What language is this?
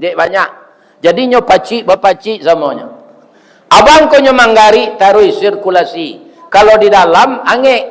Minangkabau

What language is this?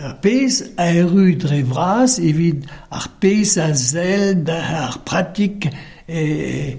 Breton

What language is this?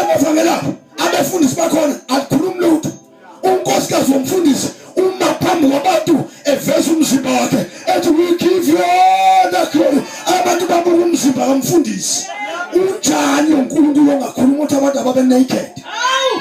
Zulu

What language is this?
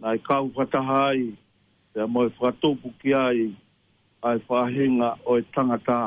Tongan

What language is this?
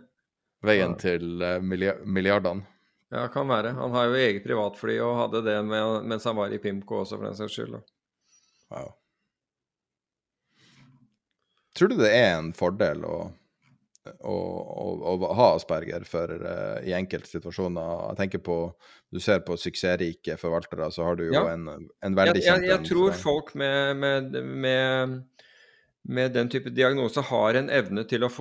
Norwegian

